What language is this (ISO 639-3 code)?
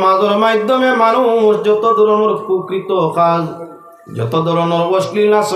syl